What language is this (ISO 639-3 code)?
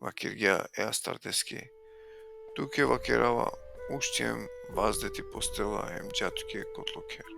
rmn